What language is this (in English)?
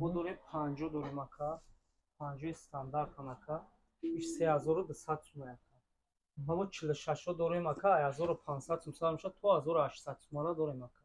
Tajik